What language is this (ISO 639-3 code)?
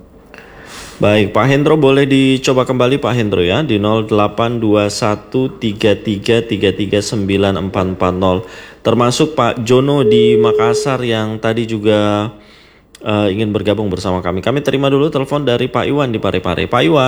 ind